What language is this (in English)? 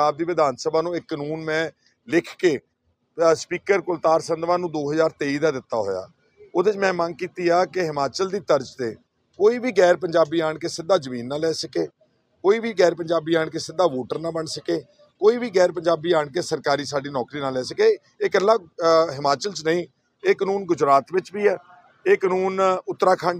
Punjabi